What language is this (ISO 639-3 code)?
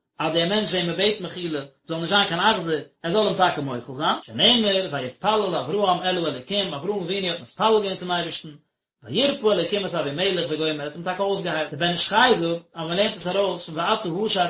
yid